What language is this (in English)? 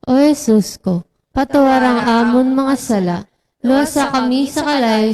Hiligaynon